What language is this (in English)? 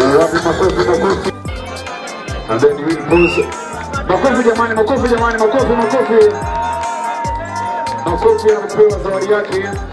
Swahili